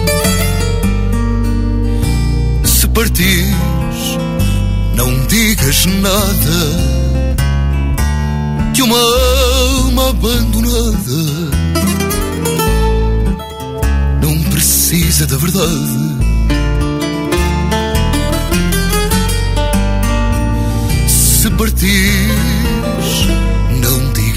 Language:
Portuguese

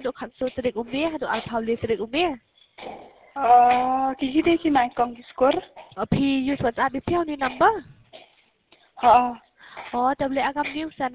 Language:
Khasi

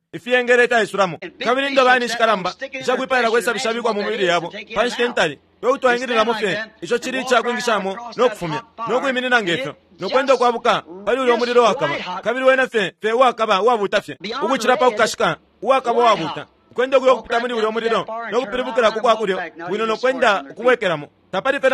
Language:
Bemba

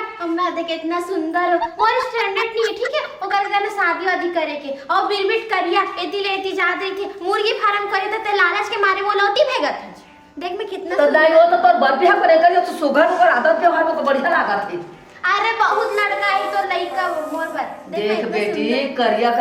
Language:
Chhattisgarhi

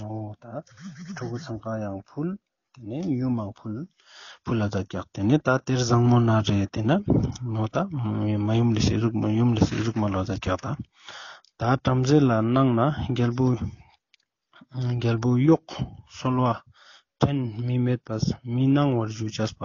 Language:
Ladakhi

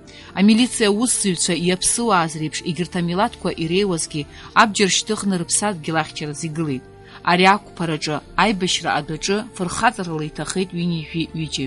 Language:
Abkhazian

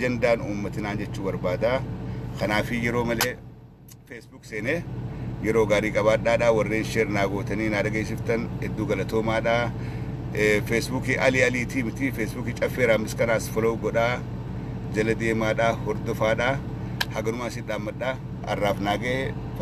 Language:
Oromo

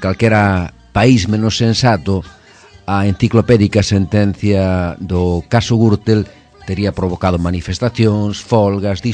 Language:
Galician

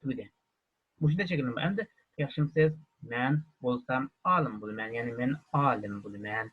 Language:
Uyghur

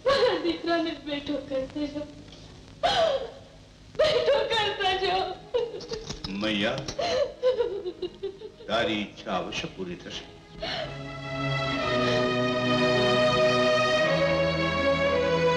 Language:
Gujarati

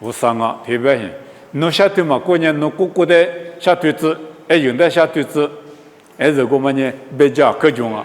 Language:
Lisu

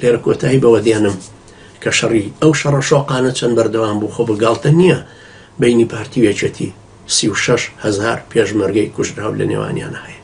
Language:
Central Kurdish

